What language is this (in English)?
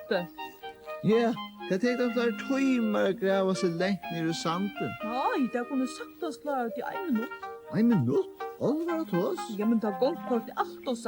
Faroese